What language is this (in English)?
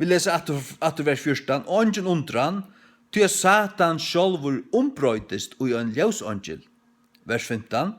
Faroese